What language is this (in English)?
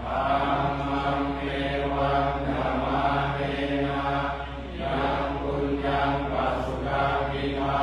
Pali